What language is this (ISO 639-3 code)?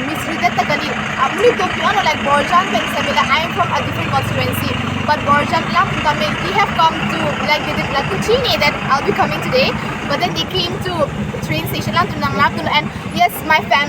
mjw